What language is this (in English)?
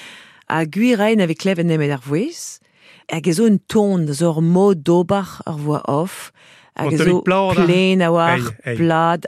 Breton